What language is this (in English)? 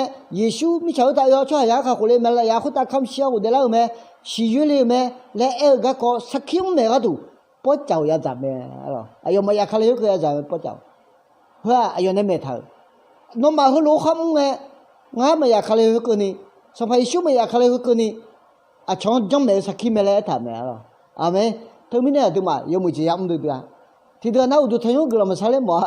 Akha